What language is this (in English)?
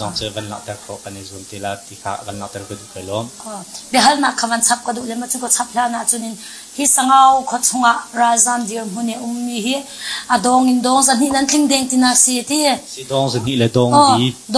Hakha Chin